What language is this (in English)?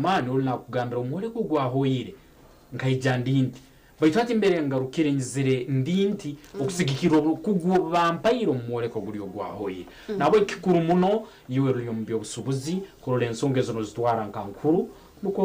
Nyankole